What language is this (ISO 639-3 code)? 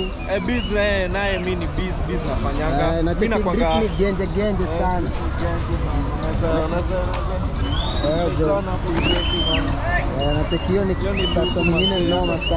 swa